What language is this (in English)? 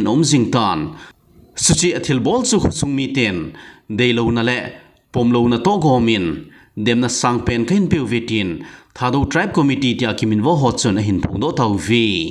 Thado Chin